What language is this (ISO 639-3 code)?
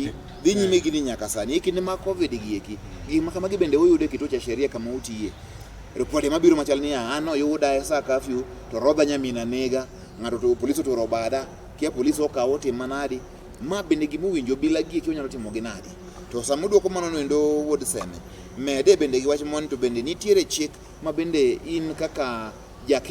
luo